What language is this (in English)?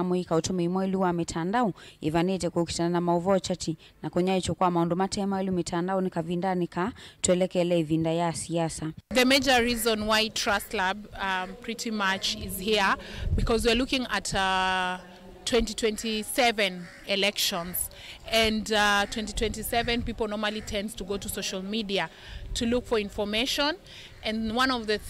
Kamba